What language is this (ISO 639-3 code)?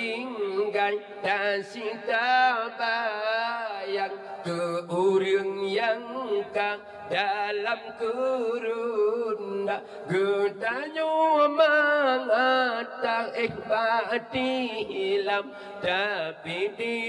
ace